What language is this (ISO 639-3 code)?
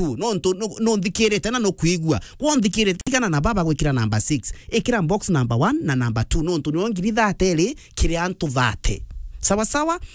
mer